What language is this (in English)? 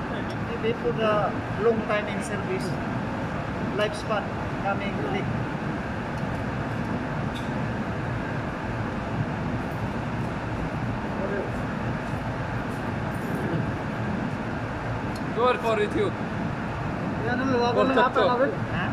Filipino